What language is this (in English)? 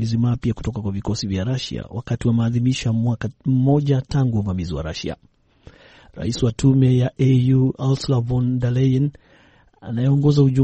Swahili